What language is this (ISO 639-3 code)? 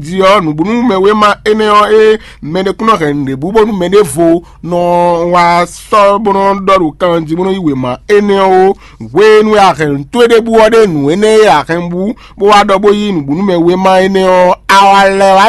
fon